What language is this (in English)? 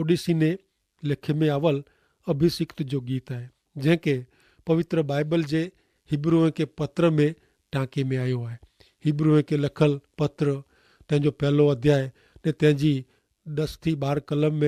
Kachhi